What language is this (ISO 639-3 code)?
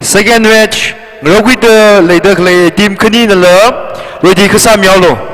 nmf